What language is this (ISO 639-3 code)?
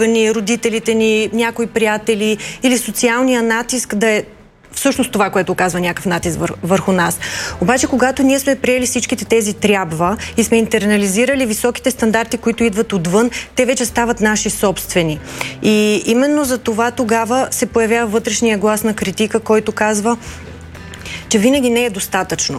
bul